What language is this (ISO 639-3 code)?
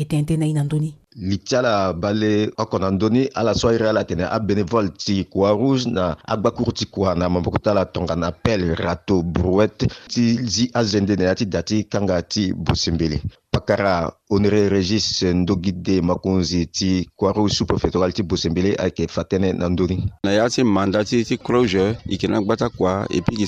sag